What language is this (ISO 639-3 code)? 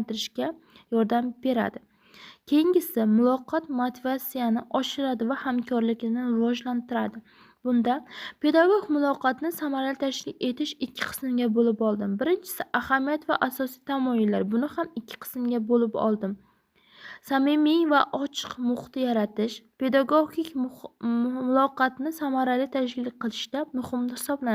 uzb